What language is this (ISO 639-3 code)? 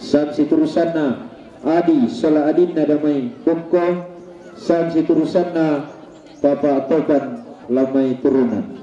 sda